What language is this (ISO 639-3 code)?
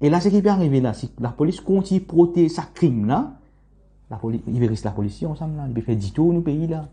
mfe